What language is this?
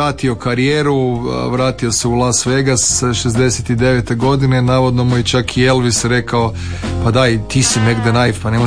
Croatian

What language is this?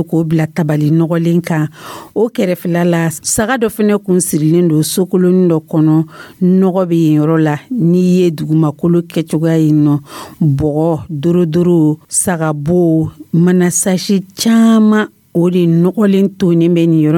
Dyula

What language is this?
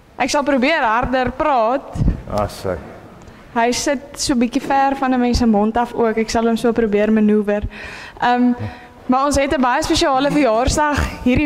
Afrikaans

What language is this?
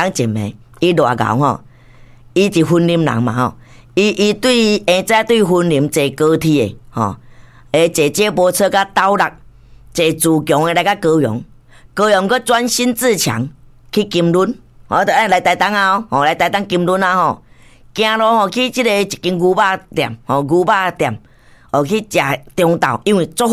Min Nan Chinese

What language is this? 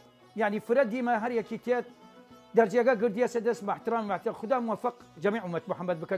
Southern Kurdish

